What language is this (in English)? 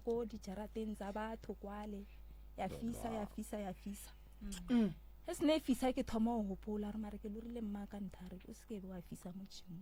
Northern Sotho